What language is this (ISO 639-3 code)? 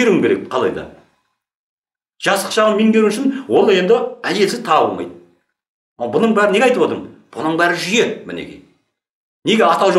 kaz